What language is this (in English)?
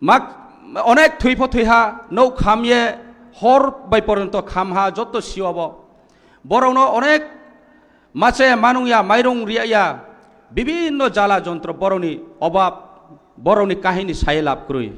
Kok Borok